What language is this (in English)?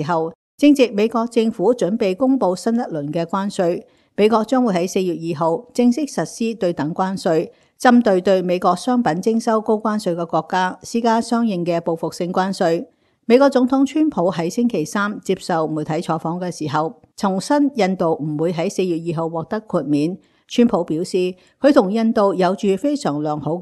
Cantonese